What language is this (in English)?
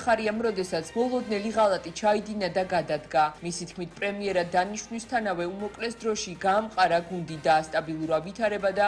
Georgian